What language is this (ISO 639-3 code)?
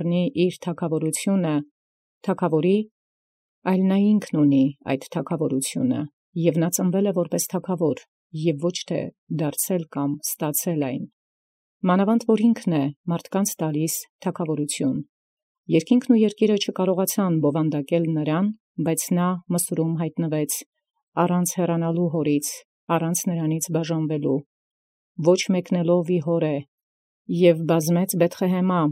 hye